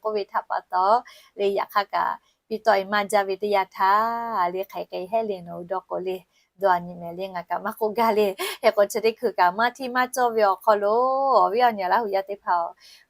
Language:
Lahu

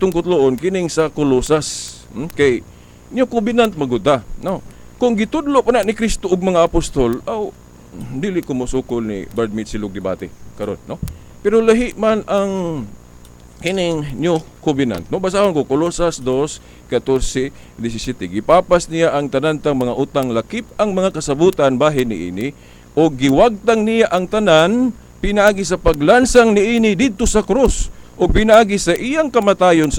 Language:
Cebuano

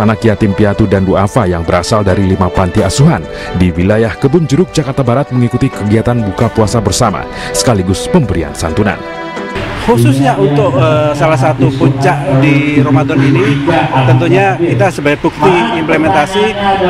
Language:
Indonesian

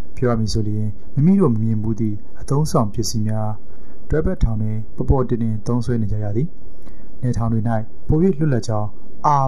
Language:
Burmese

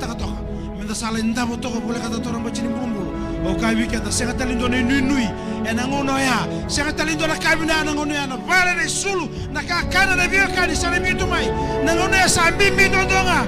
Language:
Fijian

